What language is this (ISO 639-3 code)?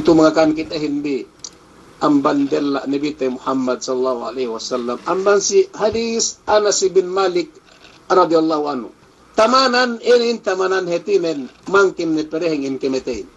yka